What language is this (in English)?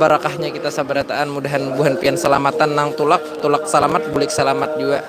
Banjar